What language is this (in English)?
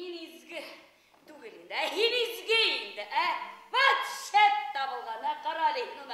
Bashkir